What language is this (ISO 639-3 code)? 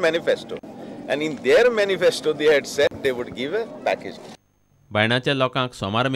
kok